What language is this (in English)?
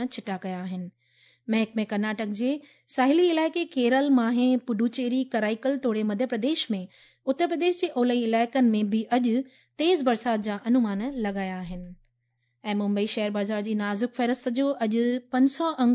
Sindhi